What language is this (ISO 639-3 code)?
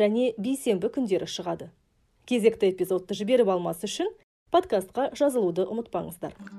kaz